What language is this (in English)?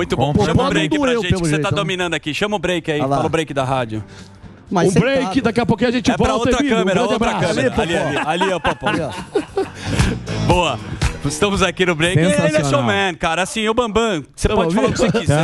Portuguese